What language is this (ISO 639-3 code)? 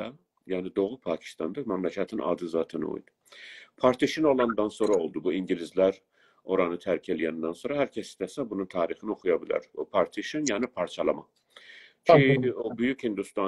azb